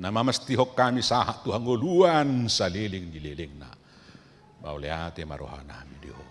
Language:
Batak Toba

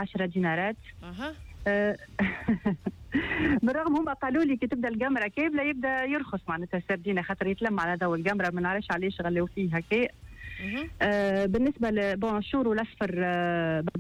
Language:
Tunisian Arabic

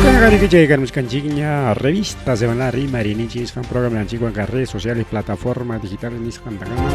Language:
Ayacucho Quechua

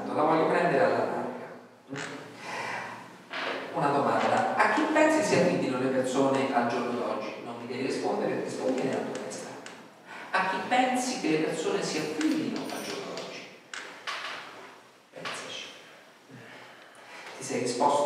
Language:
Italian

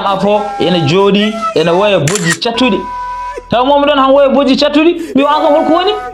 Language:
Fula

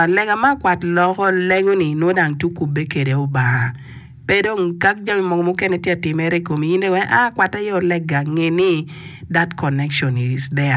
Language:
Acoli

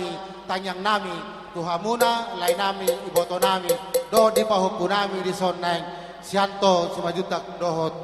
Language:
Batak Toba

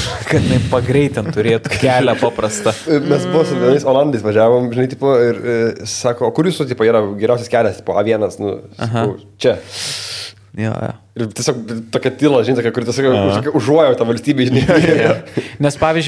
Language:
Lithuanian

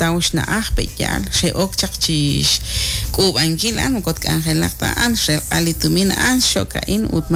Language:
Kekchí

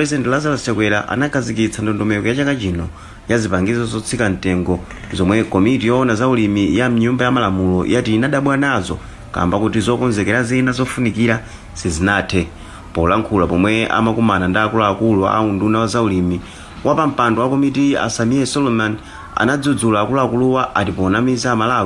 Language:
Nyanja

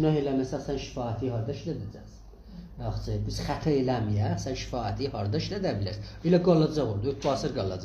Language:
South Azerbaijani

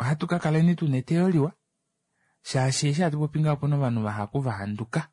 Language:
Kuanyama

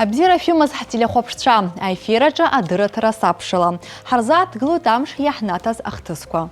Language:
Abkhazian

